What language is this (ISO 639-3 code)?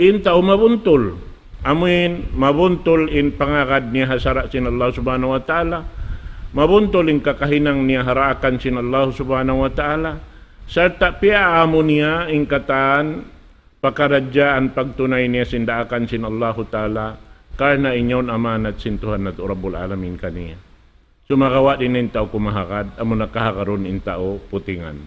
tsg